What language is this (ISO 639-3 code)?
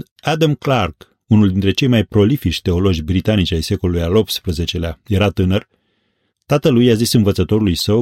ron